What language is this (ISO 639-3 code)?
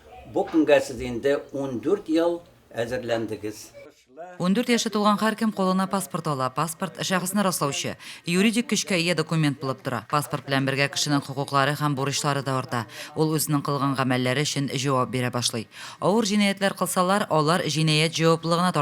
tat